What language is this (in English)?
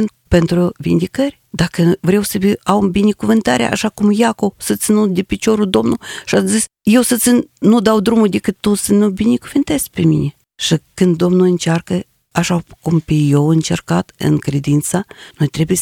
Romanian